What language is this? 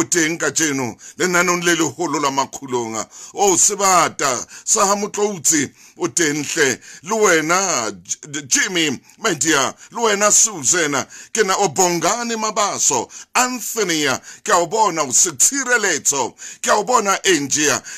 Southern Sotho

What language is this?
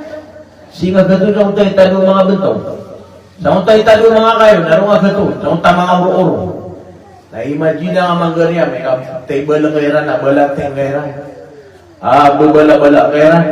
Maranao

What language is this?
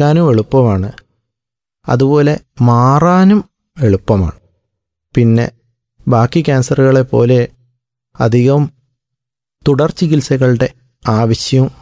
Malayalam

